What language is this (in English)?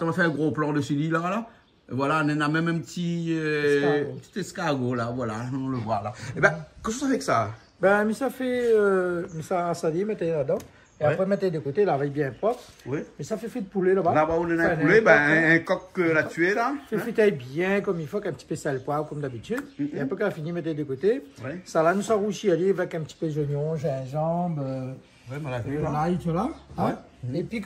Réunion Creole French